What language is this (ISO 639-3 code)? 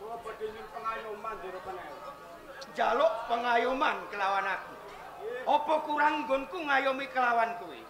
jav